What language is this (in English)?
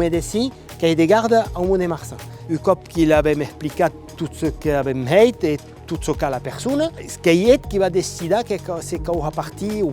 Occitan